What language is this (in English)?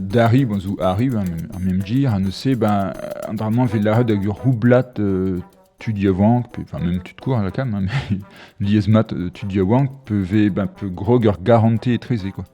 Breton